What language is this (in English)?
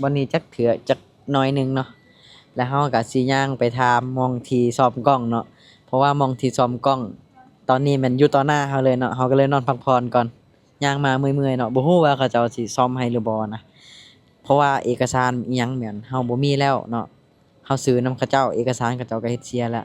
Lao